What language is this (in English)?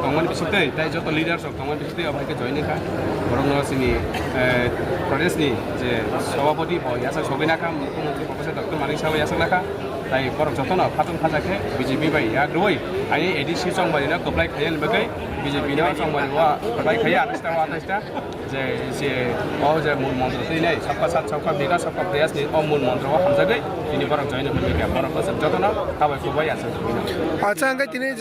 Kok Borok